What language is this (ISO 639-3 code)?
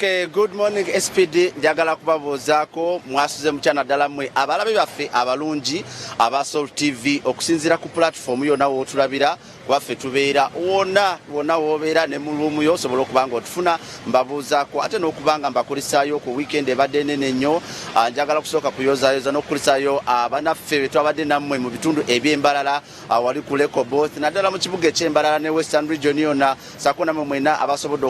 lug